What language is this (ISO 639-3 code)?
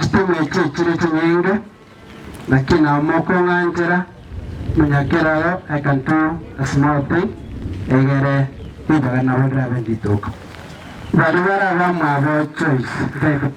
guz